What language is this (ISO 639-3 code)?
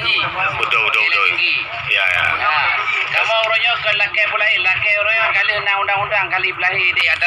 ace